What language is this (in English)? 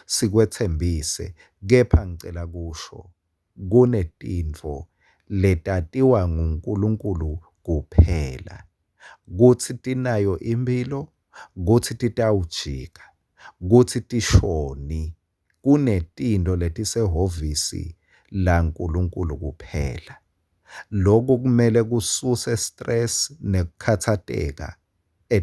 Swati